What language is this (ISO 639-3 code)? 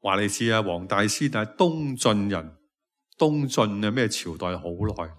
yue